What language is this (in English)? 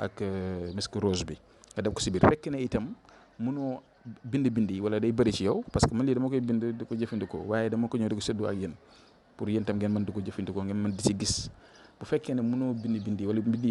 Wolof